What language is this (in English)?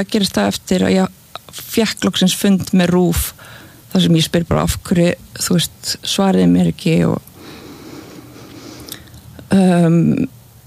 Icelandic